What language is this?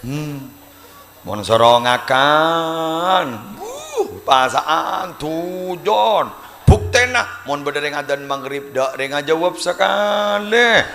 Madurese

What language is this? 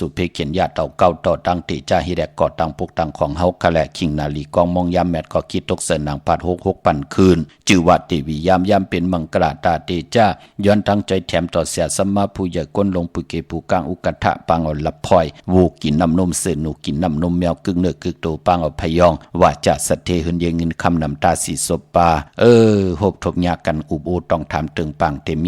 Shan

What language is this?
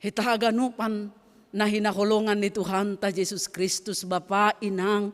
Batak Simalungun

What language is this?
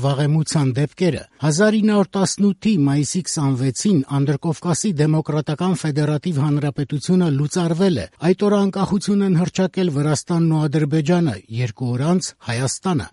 Armenian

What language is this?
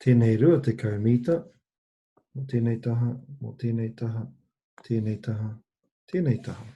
Māori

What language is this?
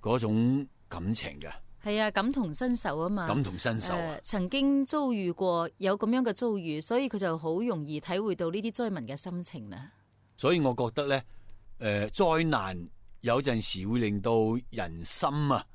Cantonese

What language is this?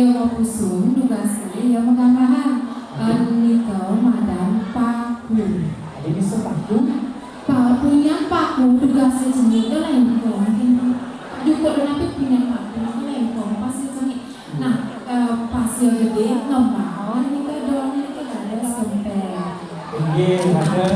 Balinese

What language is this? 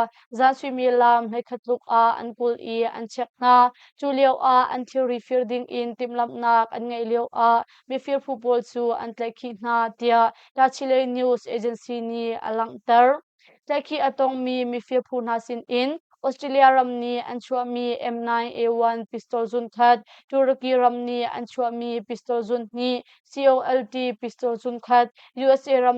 Hakha Chin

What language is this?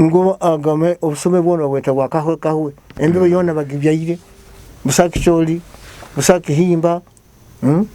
Nyoro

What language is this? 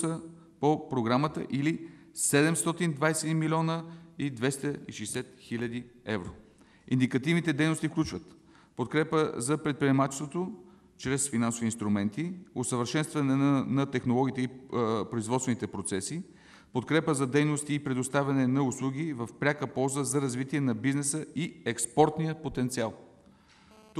Bulgarian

